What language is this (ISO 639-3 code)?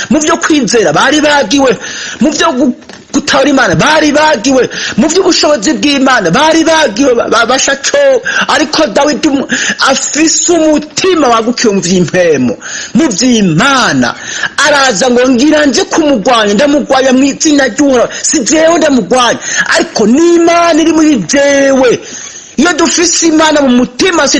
run